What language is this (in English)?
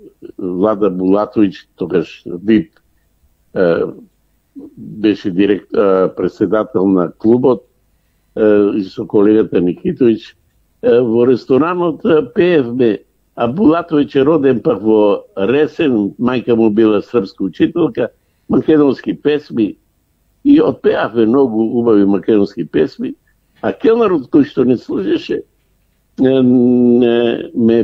Macedonian